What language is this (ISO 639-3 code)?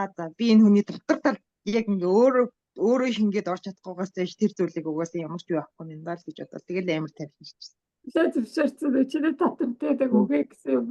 mon